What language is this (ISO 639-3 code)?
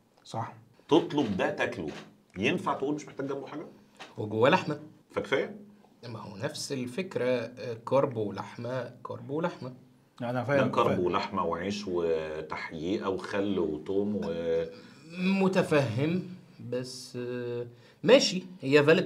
arz